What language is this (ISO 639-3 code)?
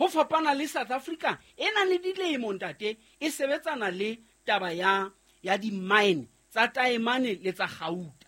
sot